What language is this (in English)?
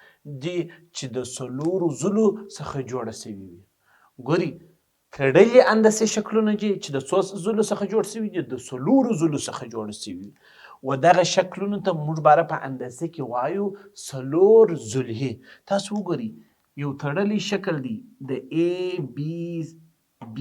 Pashto